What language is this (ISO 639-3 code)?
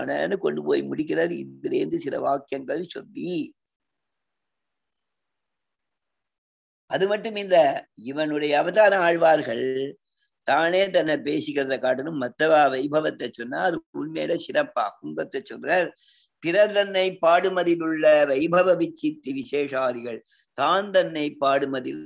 tam